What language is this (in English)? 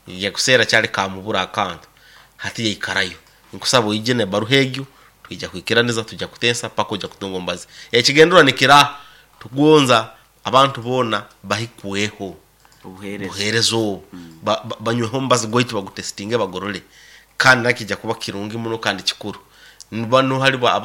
Nyoro